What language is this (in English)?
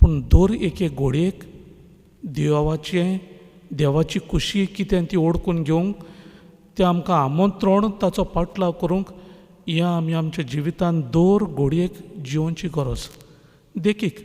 Konkani